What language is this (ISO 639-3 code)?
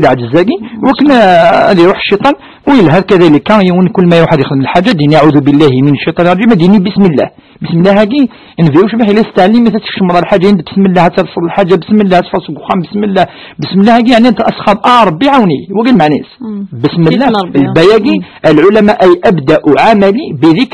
kab